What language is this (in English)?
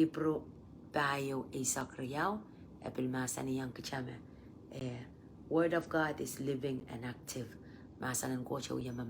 Pohnpeian